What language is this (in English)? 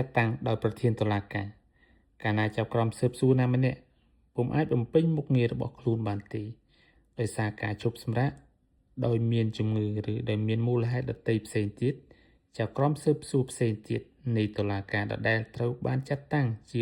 Khmer